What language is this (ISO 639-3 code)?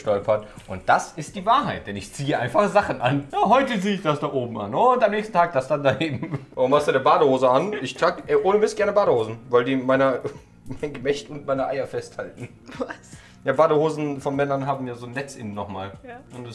deu